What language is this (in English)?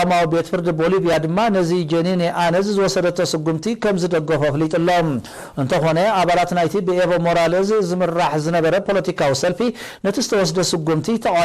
Tigrinya